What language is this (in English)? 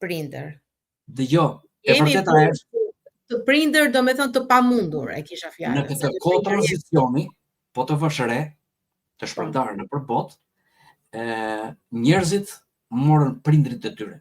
Albanian